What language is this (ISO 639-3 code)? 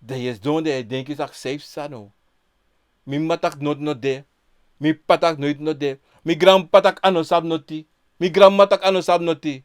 srn